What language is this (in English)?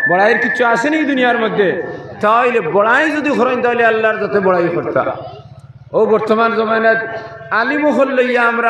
Sylheti